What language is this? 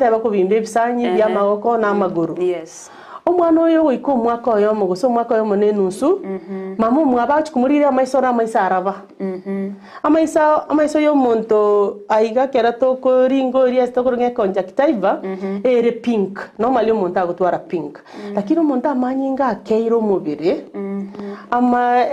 Gusii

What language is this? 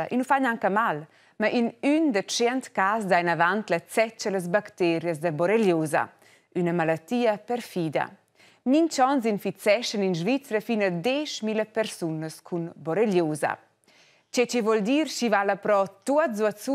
Romansh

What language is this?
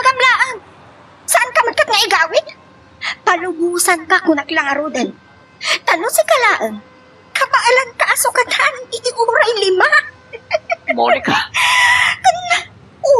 Iloko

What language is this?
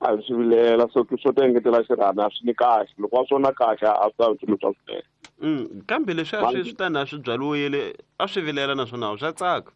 Tsonga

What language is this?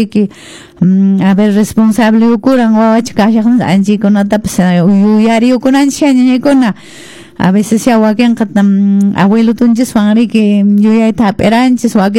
Quechua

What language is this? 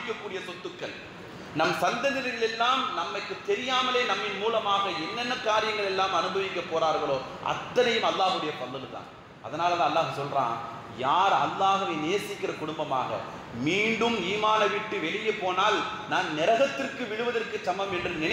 Tamil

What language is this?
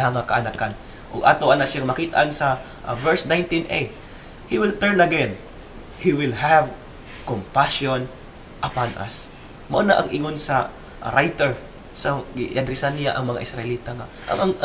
Cebuano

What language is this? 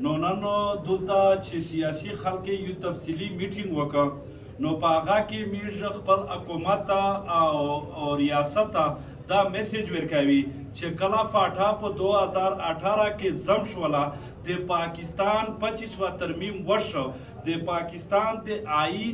Pashto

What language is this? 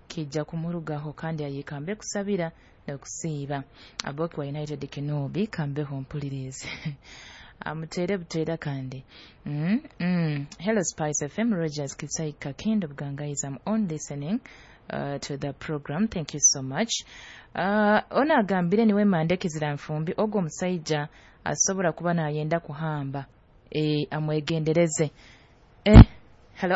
Nyoro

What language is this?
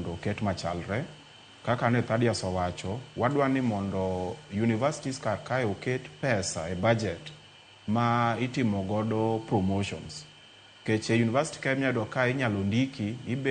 Luo (Kenya and Tanzania)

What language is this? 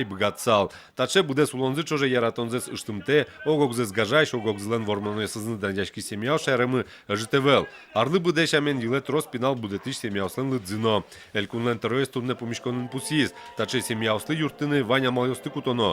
Udmurt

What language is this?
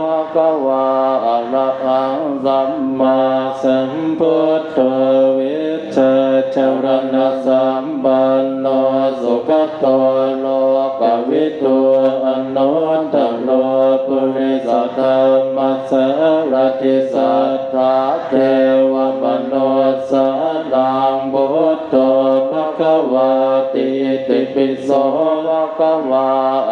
Pali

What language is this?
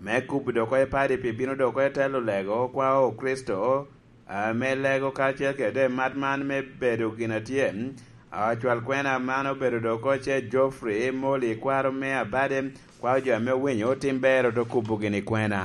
Lango (Uganda)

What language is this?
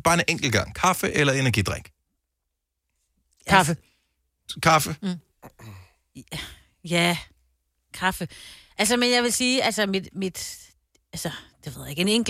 Danish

